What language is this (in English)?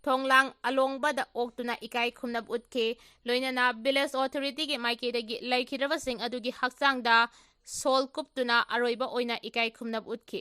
Manipuri